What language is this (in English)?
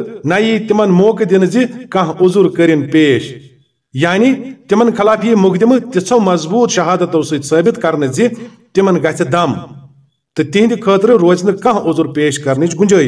Kashmiri